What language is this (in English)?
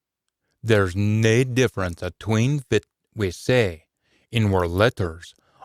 Scots